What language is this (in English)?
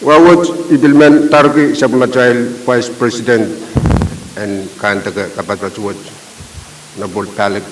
Pohnpeian